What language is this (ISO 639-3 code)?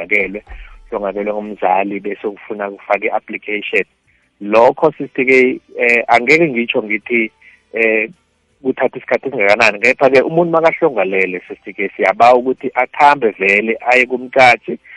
nbl